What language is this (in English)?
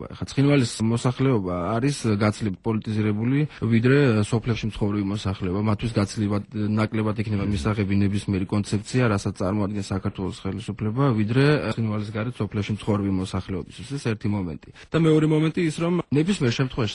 Georgian